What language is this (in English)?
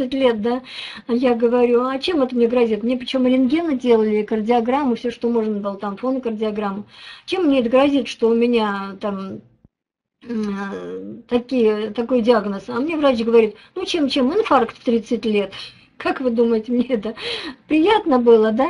Russian